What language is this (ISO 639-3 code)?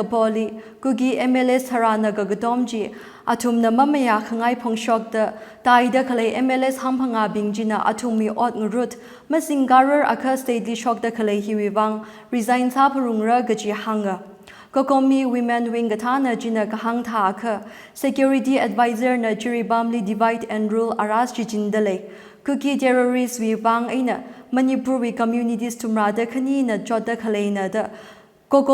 nmf